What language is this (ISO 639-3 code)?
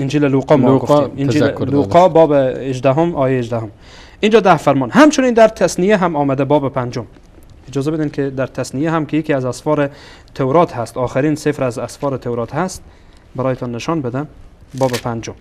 fas